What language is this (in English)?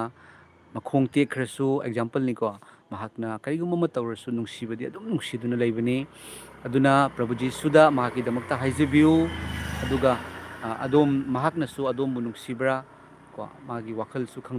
Manipuri